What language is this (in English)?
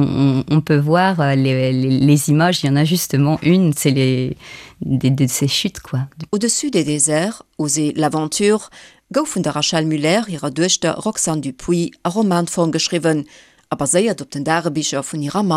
Luxembourgish